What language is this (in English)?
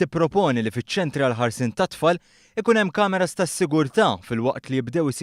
Maltese